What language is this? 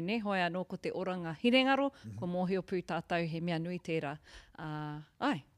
Māori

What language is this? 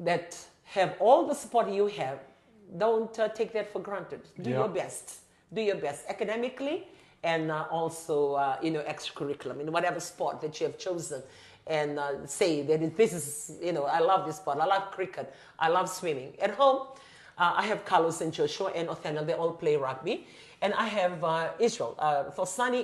Fijian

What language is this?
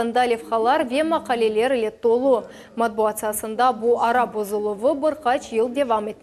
Crimean Tatar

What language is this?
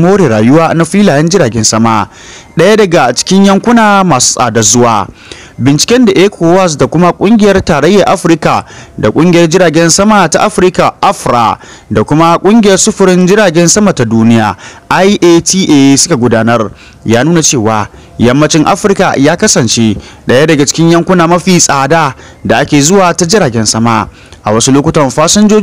Hausa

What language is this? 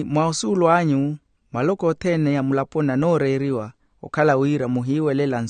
Makhuwa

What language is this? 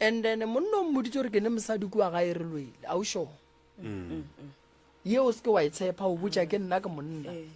Northern Sotho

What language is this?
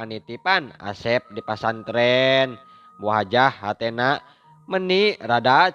Sundanese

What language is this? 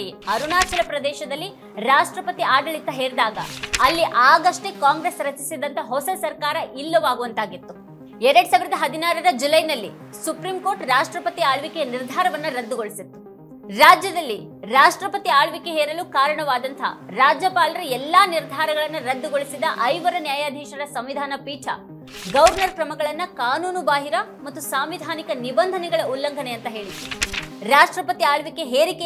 Kannada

